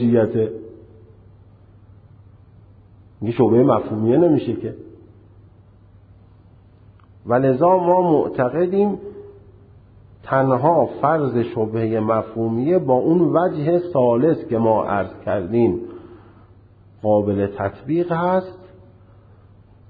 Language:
Persian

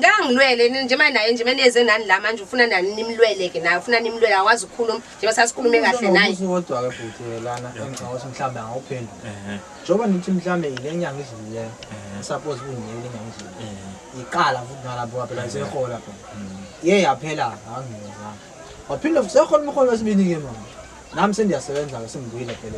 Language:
Zulu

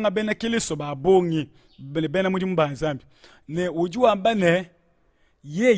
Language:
Luba-Lulua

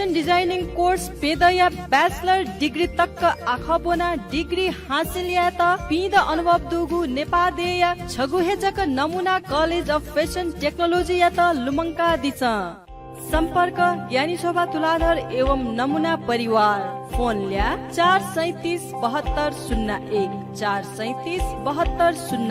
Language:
Newari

